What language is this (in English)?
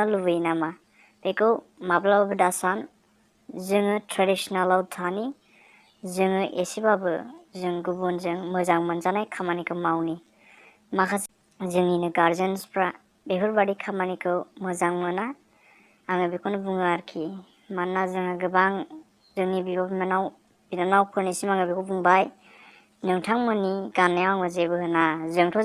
Bodo